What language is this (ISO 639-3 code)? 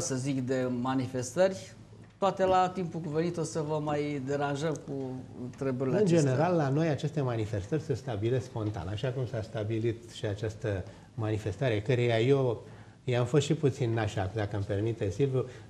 ron